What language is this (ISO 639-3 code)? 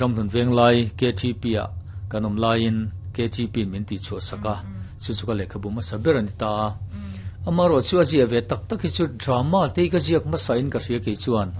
lus